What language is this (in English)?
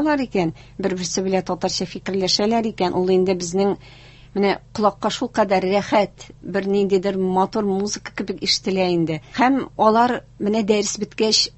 Tatar